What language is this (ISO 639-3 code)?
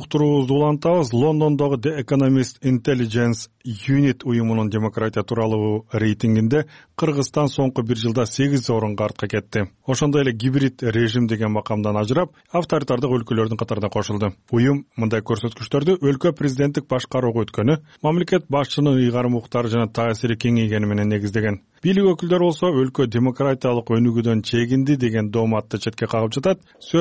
kir